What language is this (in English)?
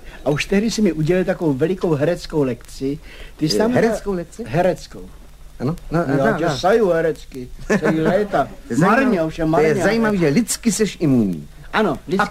Czech